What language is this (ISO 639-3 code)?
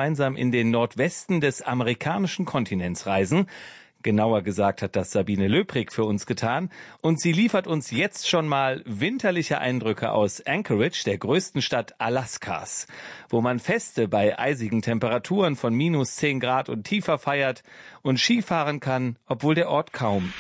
deu